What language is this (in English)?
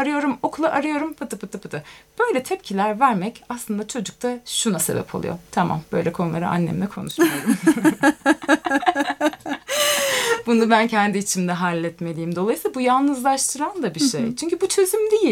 Turkish